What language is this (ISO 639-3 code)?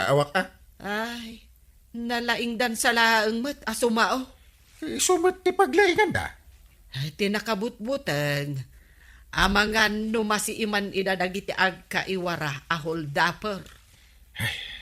ilo